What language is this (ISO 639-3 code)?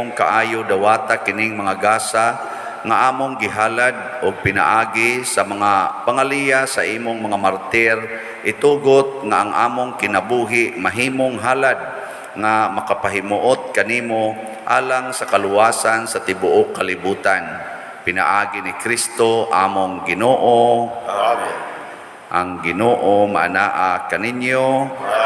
ceb